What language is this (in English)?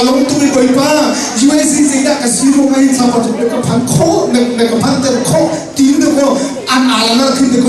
Hakha Chin